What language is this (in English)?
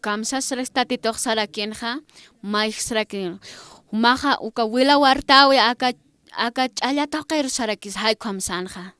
Aymara